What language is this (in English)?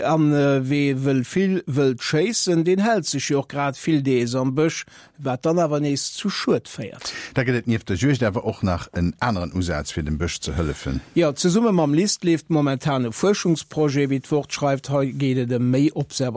Luxembourgish